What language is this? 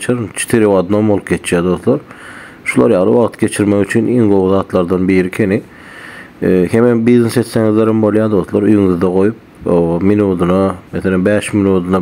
Turkmen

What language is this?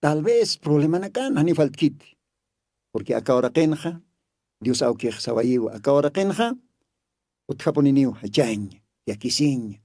Aymara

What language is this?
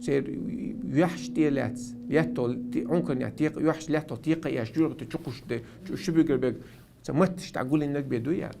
Chechen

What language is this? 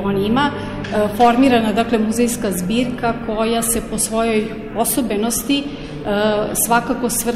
Serbian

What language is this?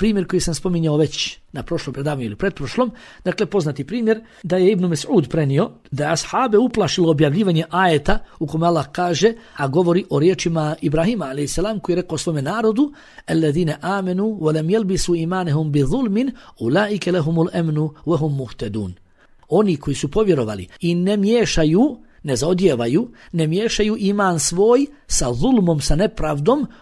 Bosnian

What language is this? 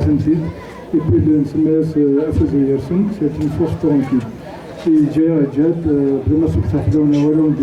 Kabyle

